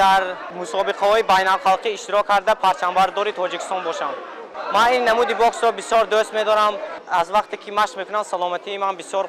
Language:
Tajik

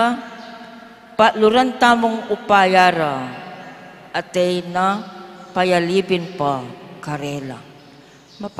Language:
Pampanga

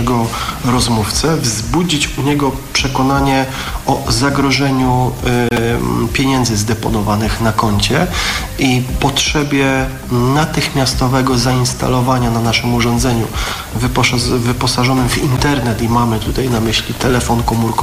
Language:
Polish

